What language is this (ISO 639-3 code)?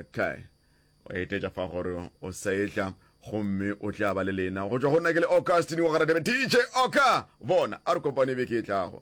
nso